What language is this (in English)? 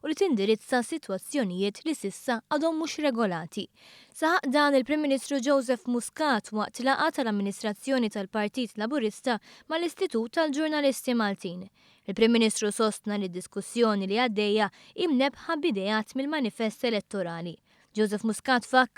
Maltese